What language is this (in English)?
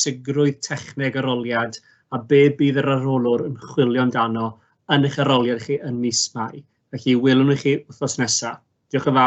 Welsh